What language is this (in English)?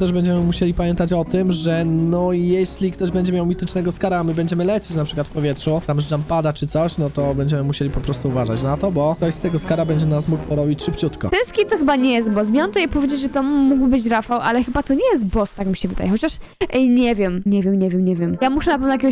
Polish